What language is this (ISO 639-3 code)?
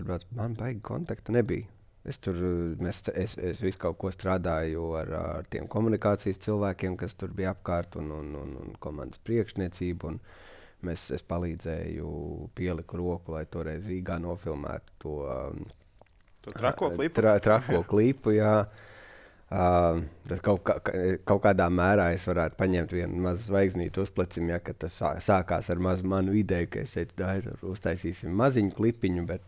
lav